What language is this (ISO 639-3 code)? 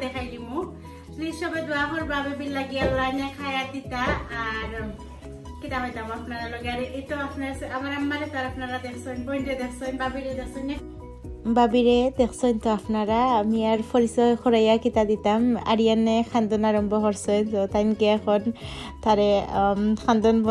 syl